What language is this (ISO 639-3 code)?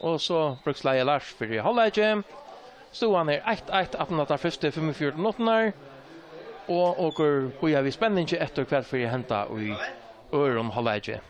fao